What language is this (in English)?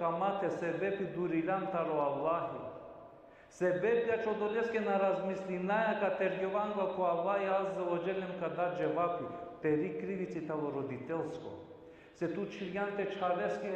Balkan Romani